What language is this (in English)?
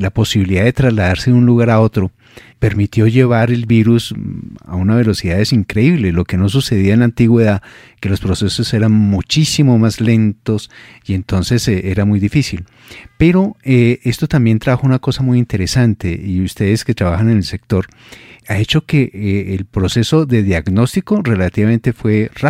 Spanish